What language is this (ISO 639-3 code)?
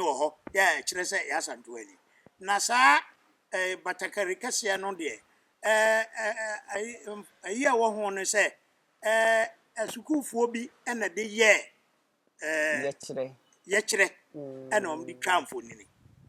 aka